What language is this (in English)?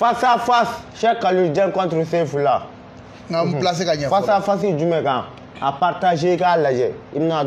Bambara